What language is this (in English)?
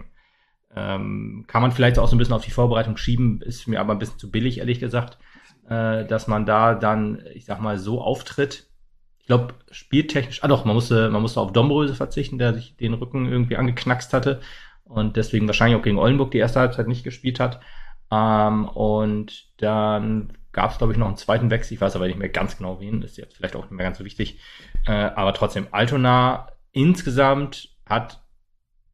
German